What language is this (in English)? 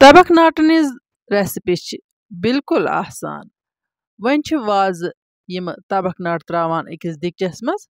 Kashmiri